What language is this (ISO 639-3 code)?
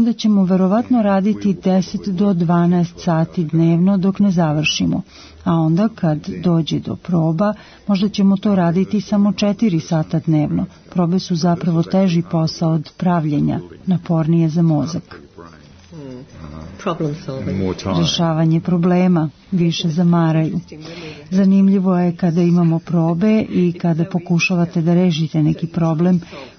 srp